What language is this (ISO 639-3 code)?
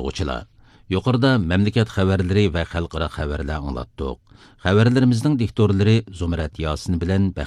uig